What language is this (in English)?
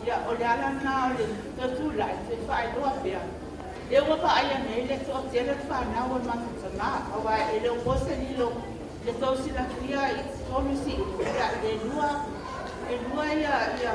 Samoan